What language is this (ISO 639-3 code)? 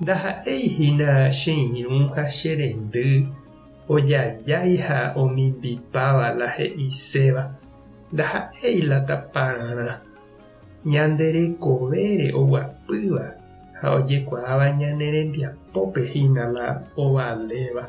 grn